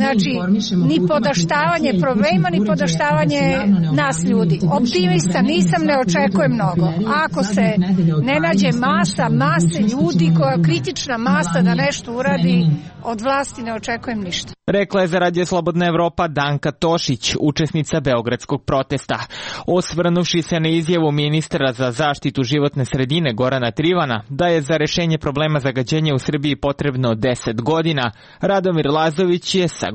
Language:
Serbian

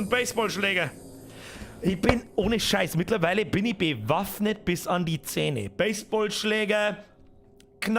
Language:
Bavarian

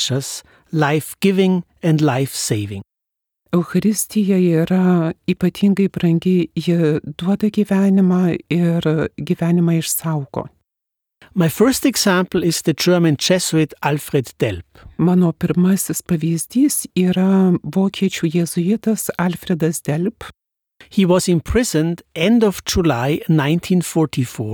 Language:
Lithuanian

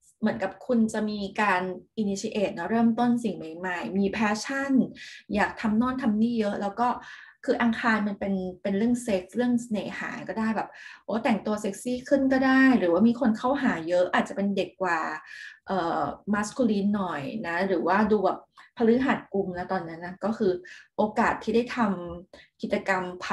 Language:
Thai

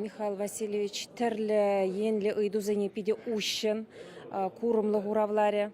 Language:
Chuvash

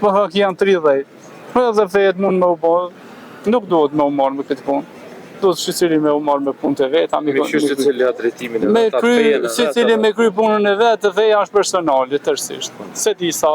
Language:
Albanian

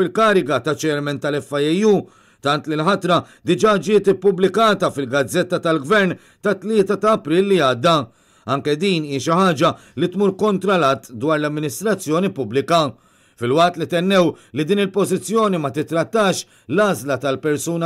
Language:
Maltese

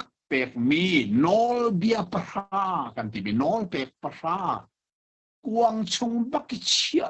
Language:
Hakha Chin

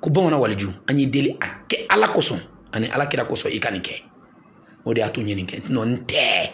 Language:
Bambara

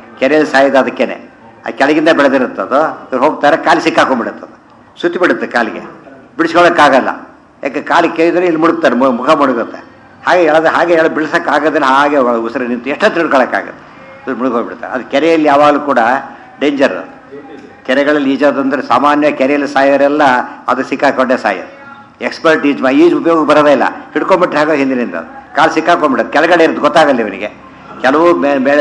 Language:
Kannada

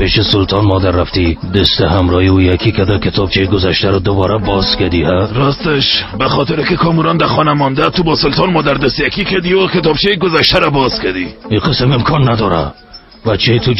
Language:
Persian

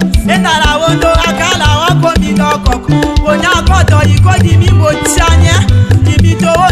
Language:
Tetela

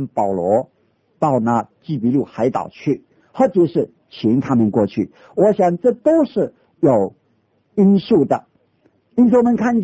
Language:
Chinese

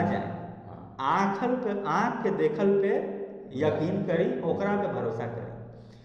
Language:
Magahi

